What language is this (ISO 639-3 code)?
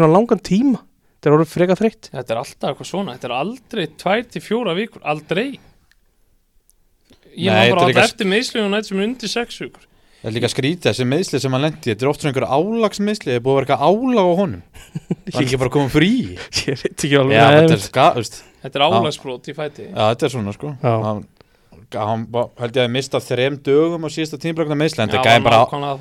isl